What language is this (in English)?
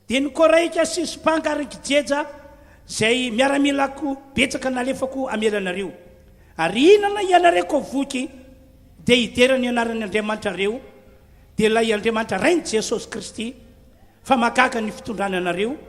Malagasy